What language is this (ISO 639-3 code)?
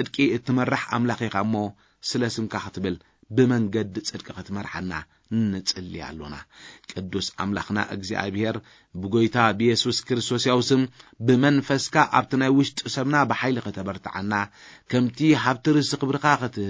tir